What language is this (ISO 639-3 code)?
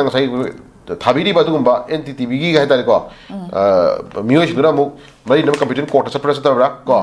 mni